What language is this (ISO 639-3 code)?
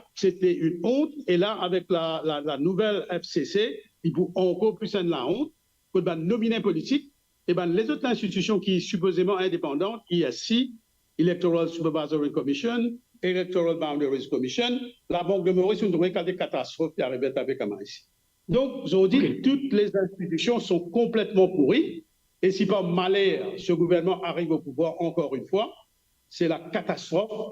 mfe